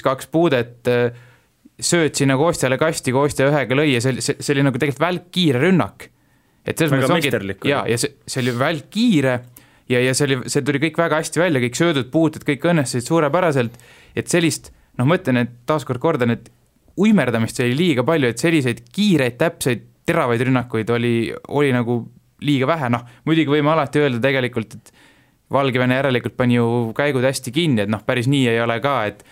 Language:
Estonian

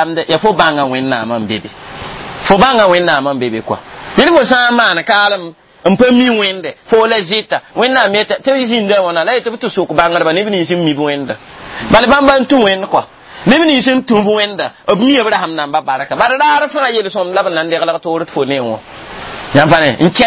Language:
Mossi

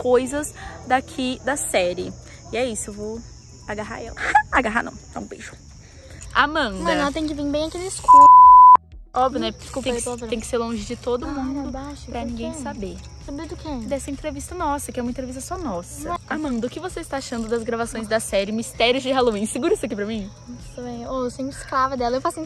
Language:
Portuguese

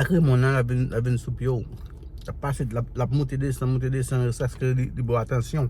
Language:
Haitian Creole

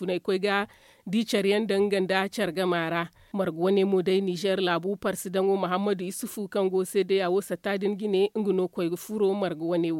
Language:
Zarma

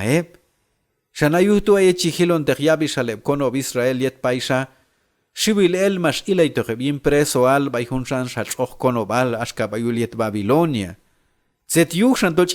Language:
Q'anjob'al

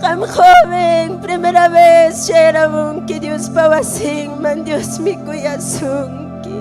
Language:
Ayacucho Quechua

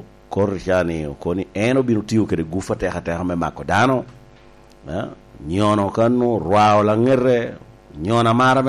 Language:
Lango (Uganda)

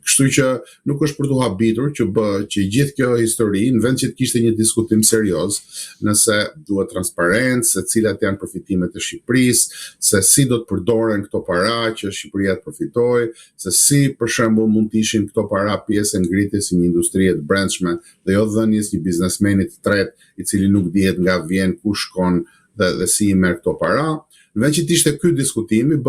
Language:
Albanian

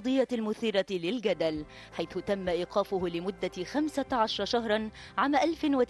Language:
Arabic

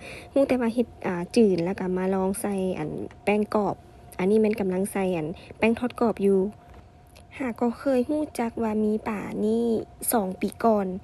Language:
Lao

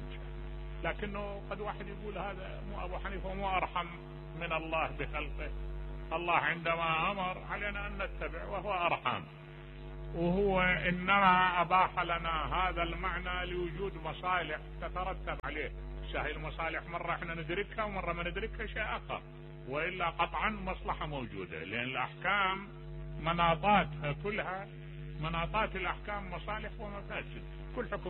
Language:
Mesopotamian Arabic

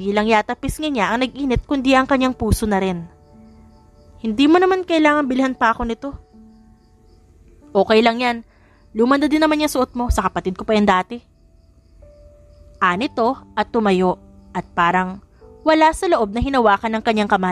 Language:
Filipino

